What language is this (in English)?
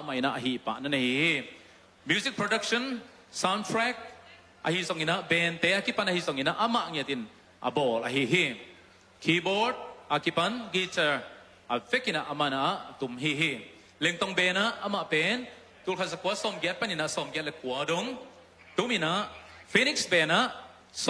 Tedim Chin